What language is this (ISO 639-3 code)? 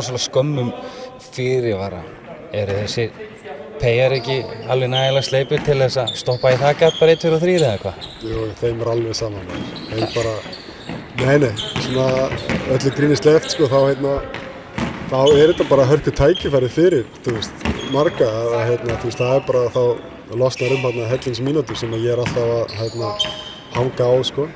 isl